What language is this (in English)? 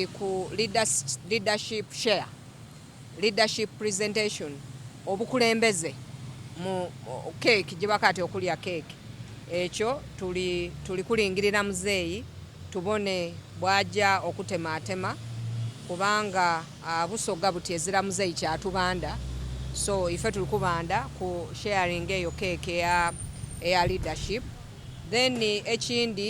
Soga